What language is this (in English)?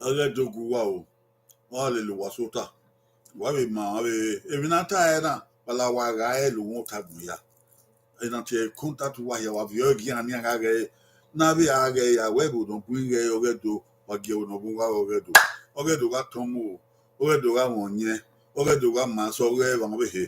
Bini